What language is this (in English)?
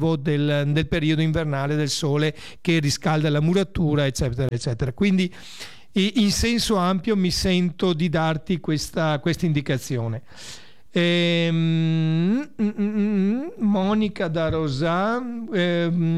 Italian